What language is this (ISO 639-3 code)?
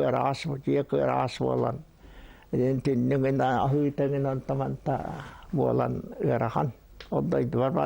sah